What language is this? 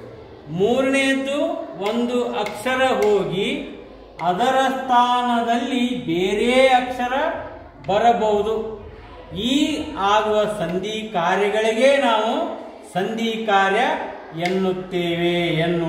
Kannada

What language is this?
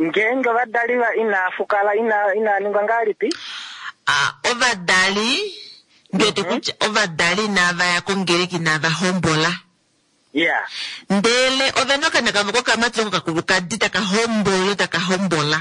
Kuanyama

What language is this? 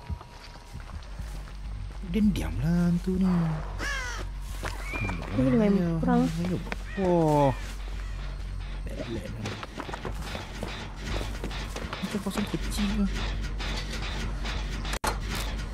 Malay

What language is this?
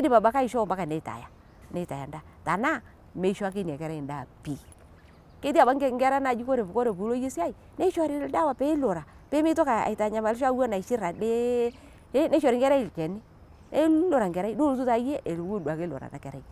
Masai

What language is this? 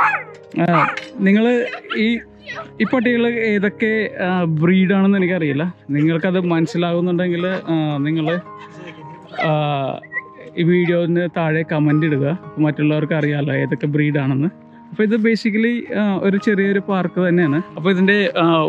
Malayalam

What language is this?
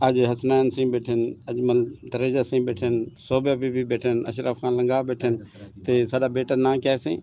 Western Panjabi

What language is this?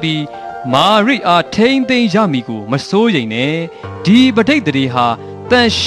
Burmese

